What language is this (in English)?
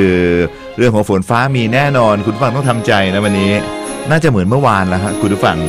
Thai